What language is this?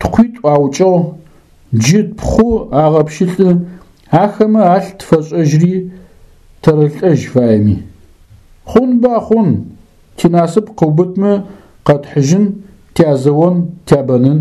Adyghe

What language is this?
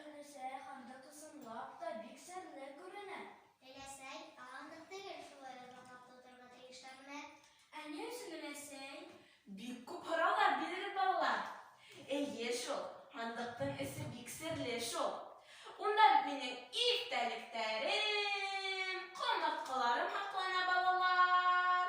Bashkir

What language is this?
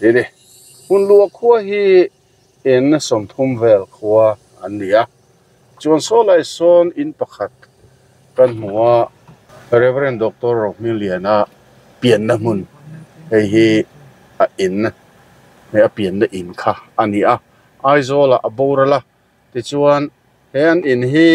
Mizo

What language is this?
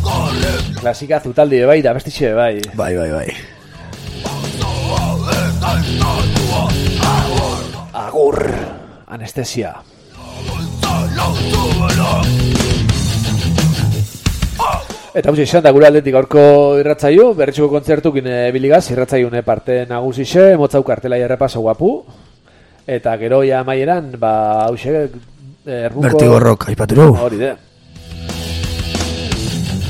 Basque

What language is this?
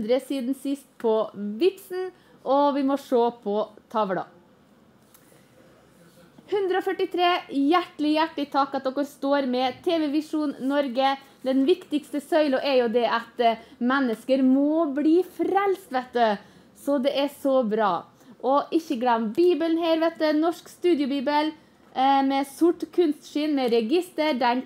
Norwegian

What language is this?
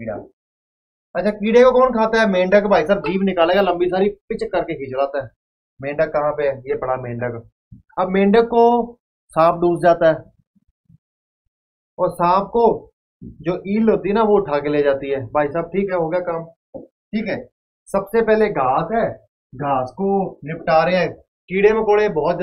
Hindi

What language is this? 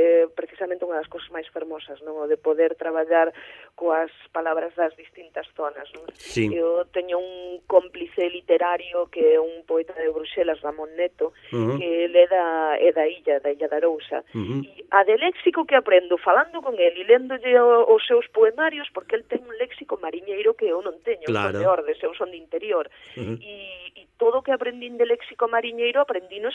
Galician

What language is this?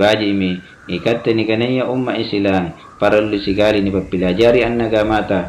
Makasar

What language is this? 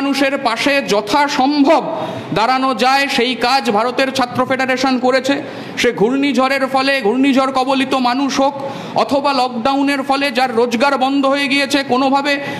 Bangla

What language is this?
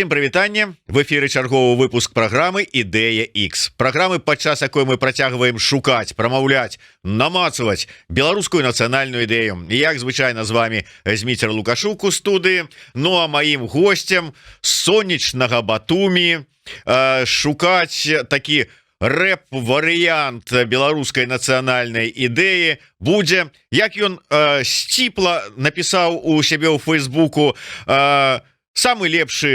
Belarusian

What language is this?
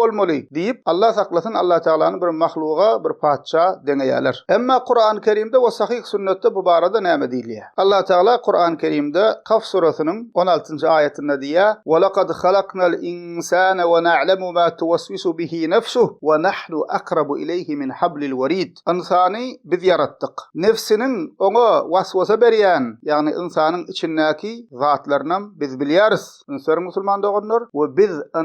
Turkmen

